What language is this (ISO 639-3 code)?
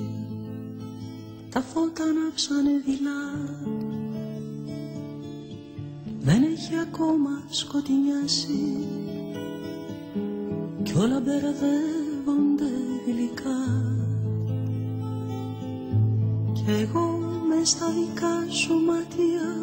ell